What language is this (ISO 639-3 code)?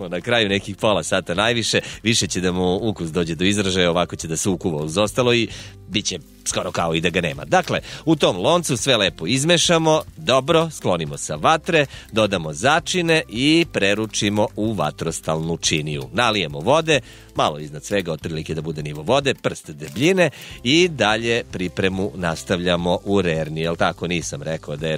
srp